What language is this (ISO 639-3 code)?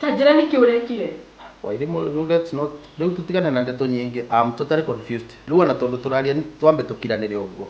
kik